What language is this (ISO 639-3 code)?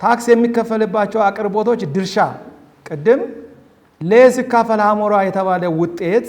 amh